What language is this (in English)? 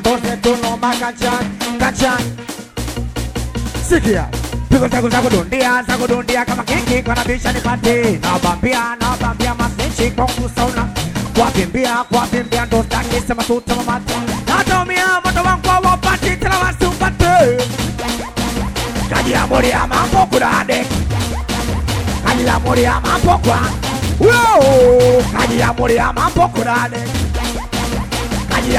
Swahili